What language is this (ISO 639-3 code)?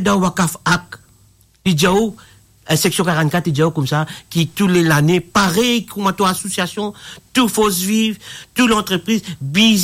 mfe